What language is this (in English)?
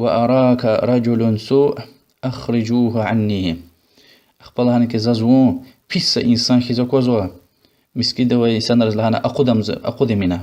Lezghian